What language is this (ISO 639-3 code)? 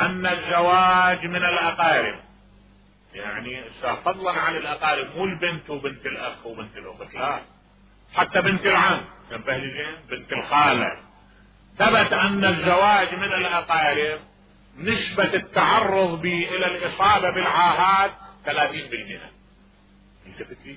acm